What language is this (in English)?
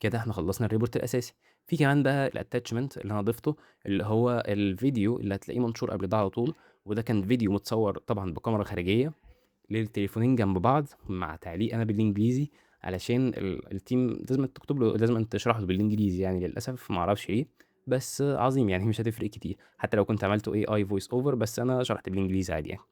Egyptian Arabic